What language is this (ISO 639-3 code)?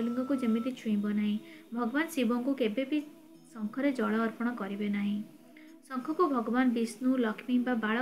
ori